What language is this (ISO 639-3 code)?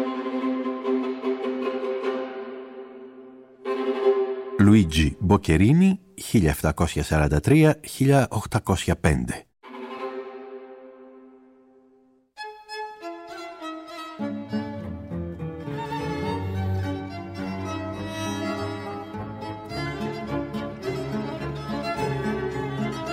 ell